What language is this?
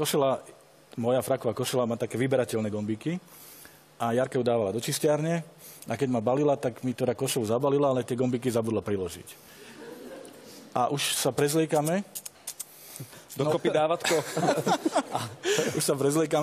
Slovak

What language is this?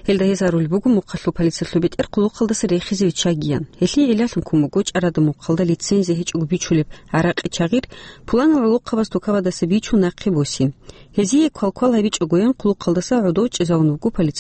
Avaric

